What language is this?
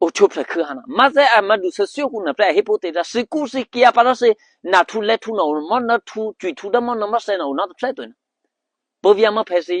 Eastern Kayah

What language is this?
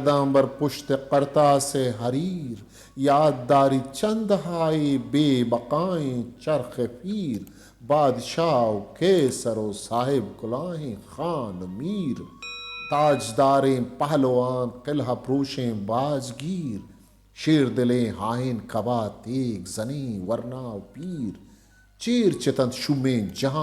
Eastern Balochi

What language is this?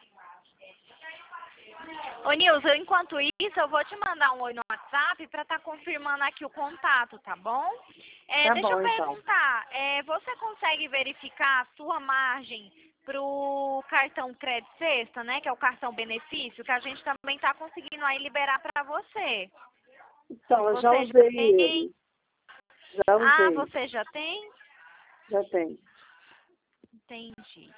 Portuguese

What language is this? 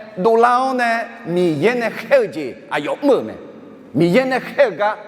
Akha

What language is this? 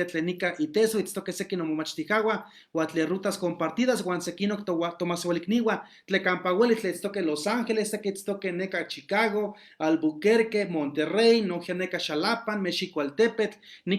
Eastern Huasteca Nahuatl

